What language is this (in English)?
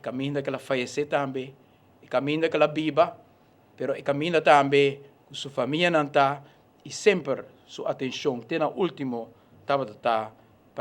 Papiamento